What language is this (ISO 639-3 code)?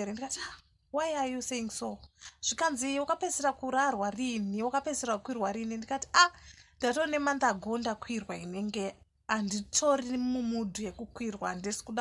sna